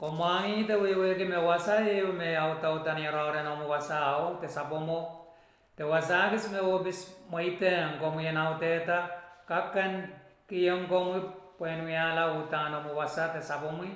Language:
Pohnpeian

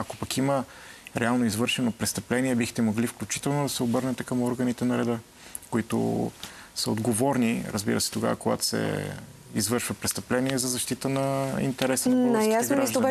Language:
Bulgarian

